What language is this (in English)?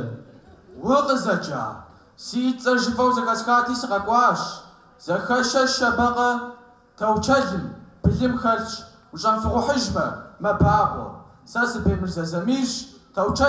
Kabardian